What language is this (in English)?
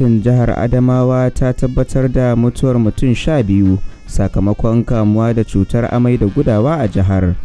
Hausa